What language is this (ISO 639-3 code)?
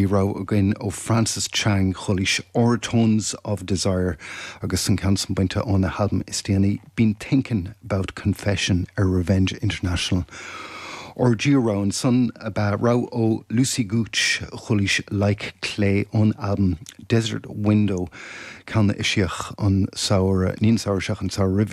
gle